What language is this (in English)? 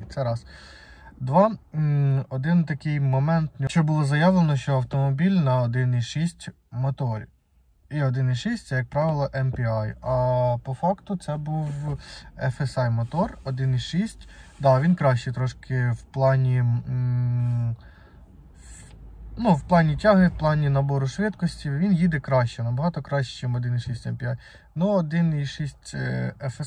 Ukrainian